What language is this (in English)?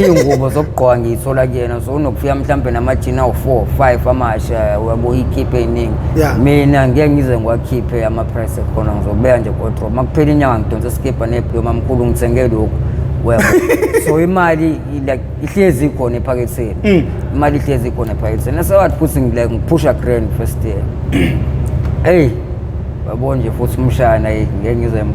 Zulu